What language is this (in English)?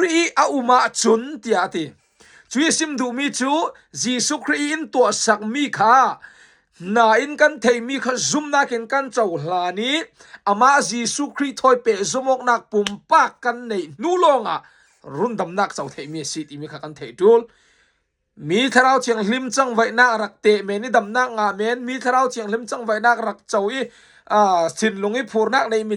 Falam Chin